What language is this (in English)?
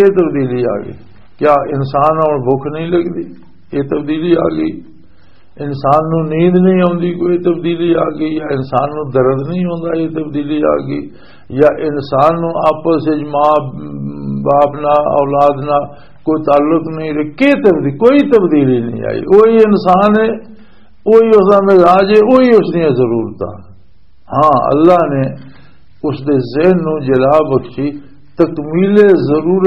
Western Panjabi